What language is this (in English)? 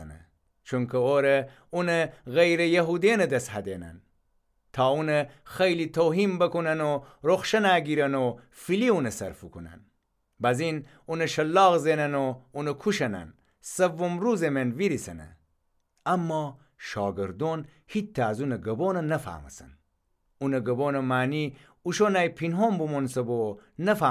Gilaki